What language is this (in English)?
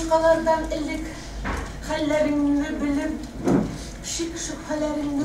Tatar